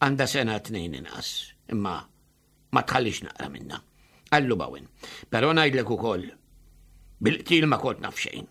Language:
Maltese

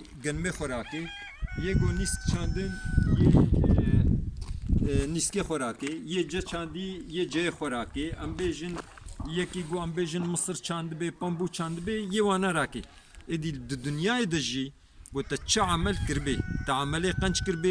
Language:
Kurdish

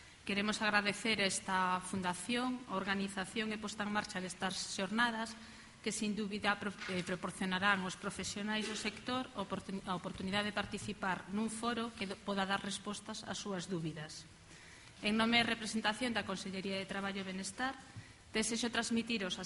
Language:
Galician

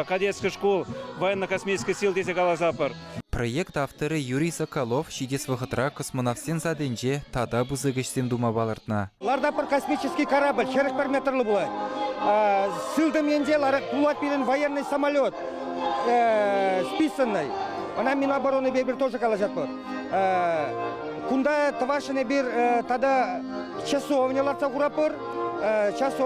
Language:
Chuvash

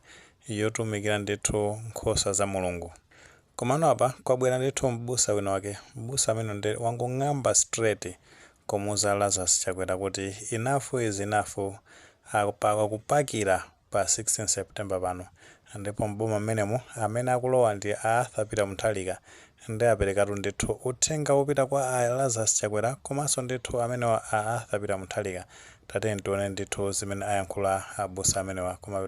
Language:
Nyanja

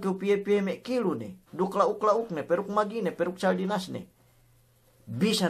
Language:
Yakan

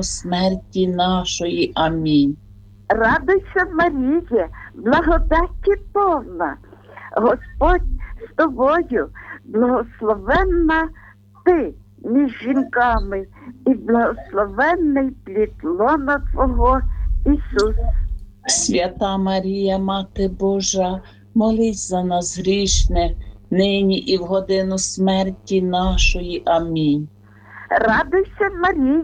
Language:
Ukrainian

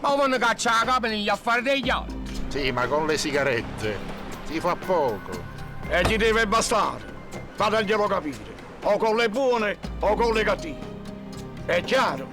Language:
Neapolitan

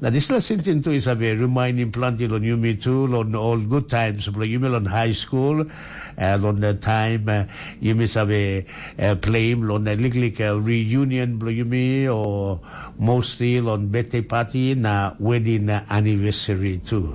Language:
Tok Pisin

